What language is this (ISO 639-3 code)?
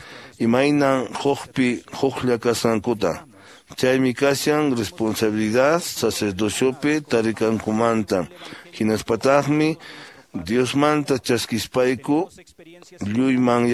que